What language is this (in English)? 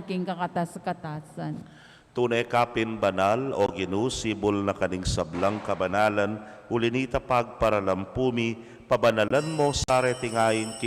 Pampanga